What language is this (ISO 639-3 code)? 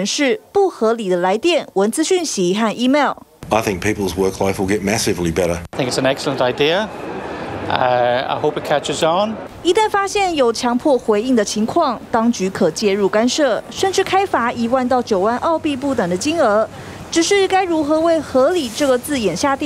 zho